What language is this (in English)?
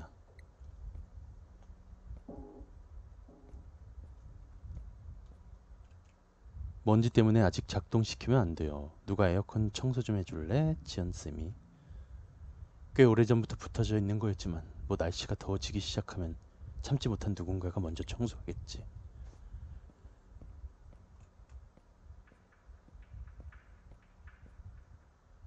Korean